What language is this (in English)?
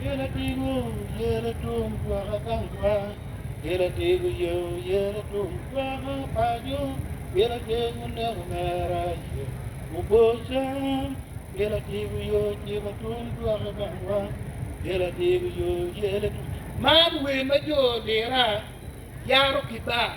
Acoli